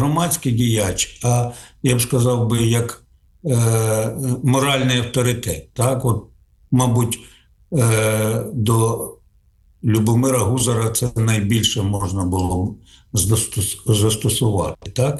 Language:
Ukrainian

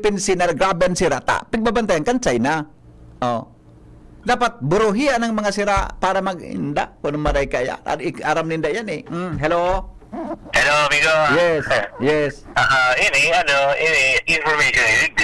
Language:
Bikol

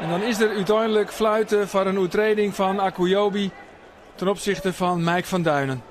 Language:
Western Frisian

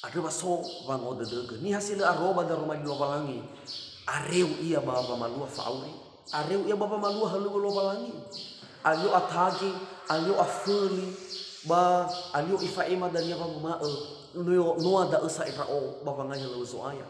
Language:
Nias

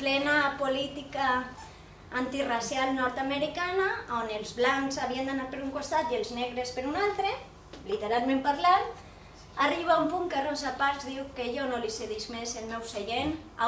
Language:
Catalan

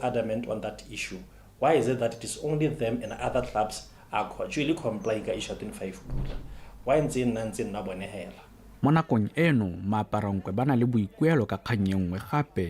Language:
Tswana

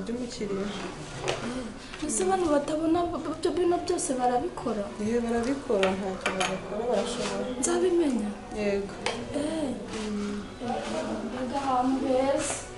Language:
Kinyarwanda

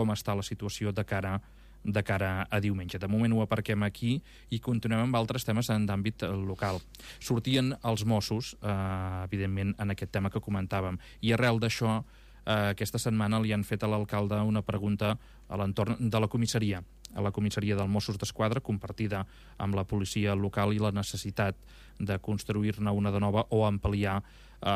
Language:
Catalan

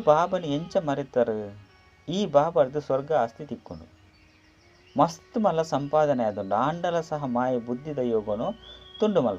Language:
Tulu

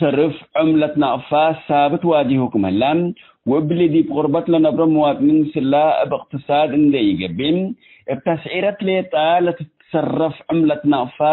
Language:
Tigre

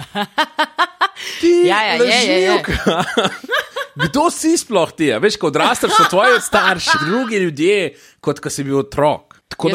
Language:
Slovenian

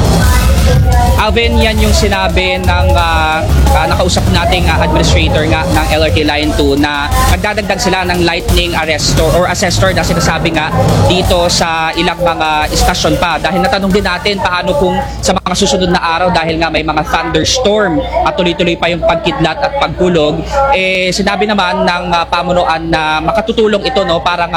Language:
Filipino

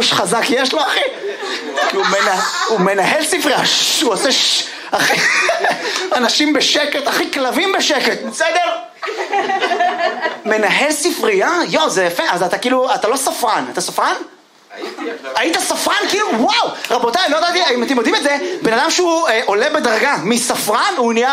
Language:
Hebrew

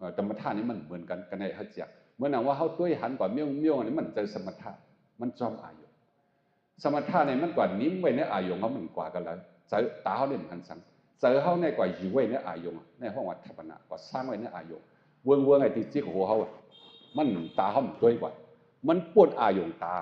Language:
Shan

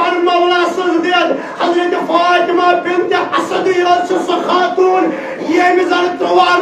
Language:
Kashmiri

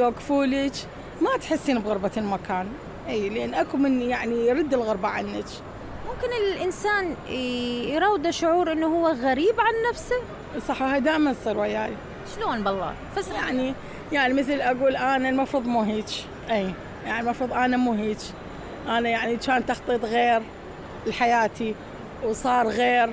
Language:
Mesopotamian Arabic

